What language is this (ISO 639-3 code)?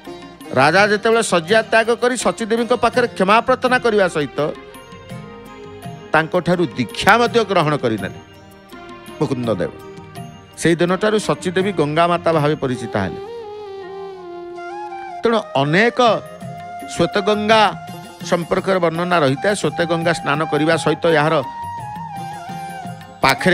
ori